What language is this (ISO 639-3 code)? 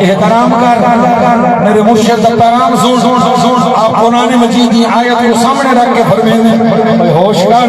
skr